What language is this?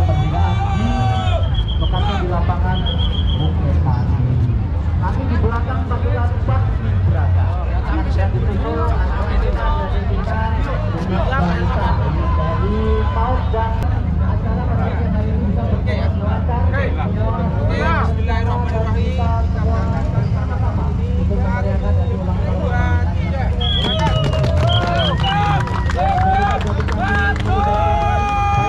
Indonesian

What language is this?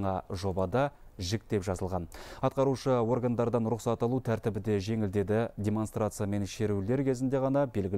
Kazakh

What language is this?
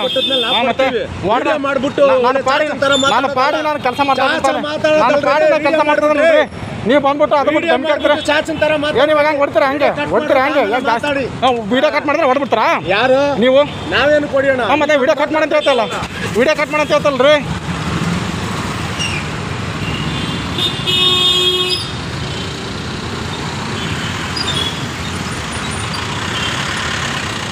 Kannada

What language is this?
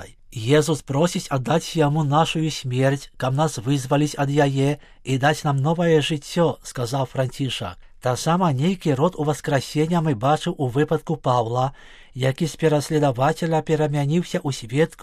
Belarusian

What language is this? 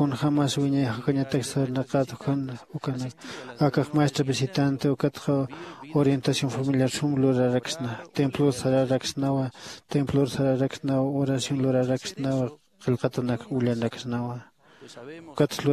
Aymara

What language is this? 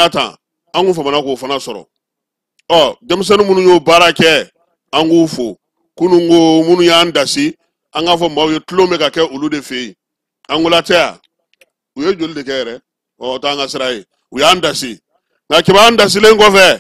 Bambara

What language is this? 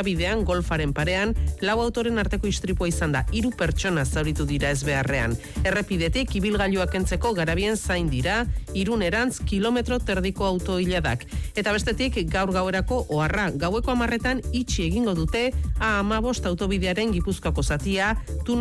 Basque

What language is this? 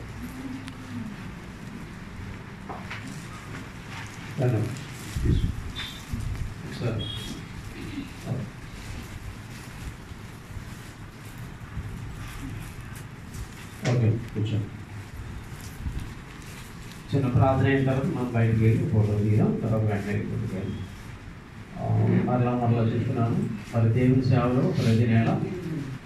Telugu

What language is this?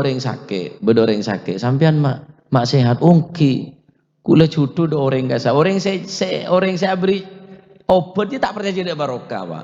Madurese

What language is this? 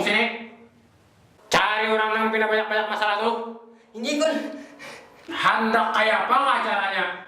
Banjar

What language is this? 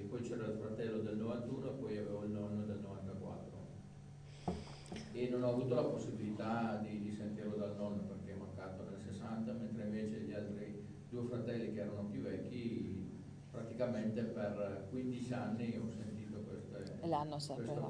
Italian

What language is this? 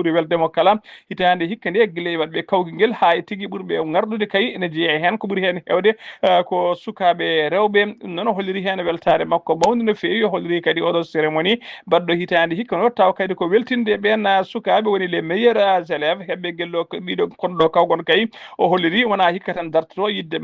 Fula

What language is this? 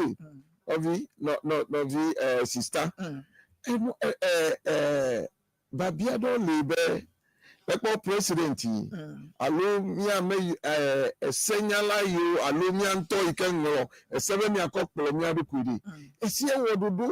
Ewe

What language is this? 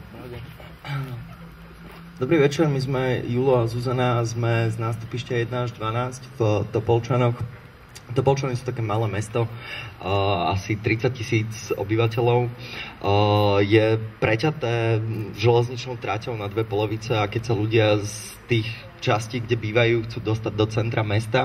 Slovak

